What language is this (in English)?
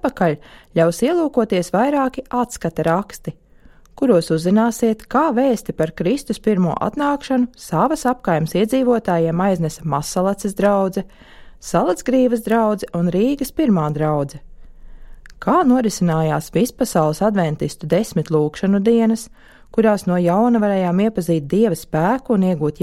Latvian